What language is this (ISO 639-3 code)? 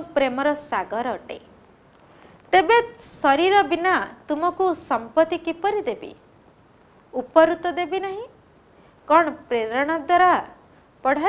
ori